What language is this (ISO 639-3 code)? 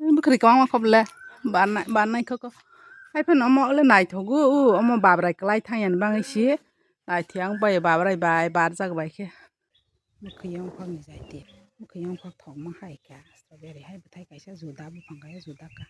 trp